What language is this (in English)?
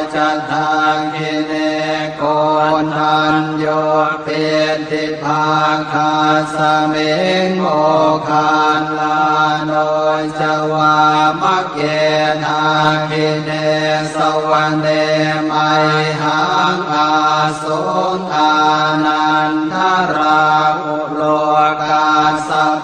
Pali